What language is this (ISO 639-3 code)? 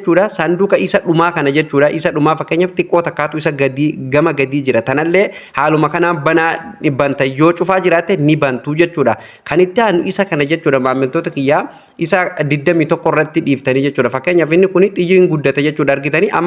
orm